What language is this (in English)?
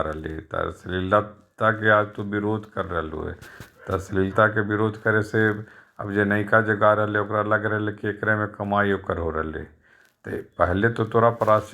Magahi